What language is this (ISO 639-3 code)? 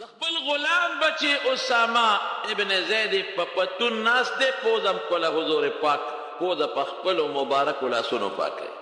pus